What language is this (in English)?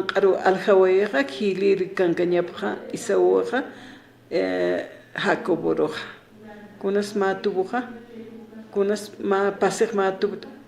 Aymara